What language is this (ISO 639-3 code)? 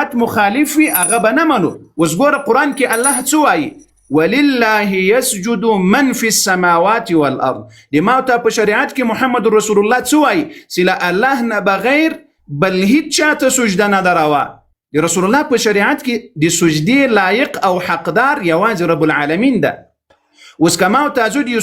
pus